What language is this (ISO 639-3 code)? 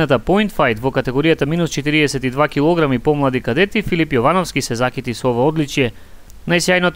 mkd